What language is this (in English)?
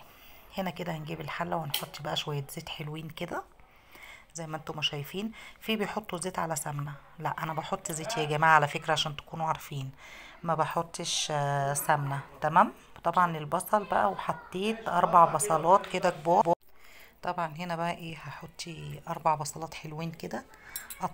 Egyptian Arabic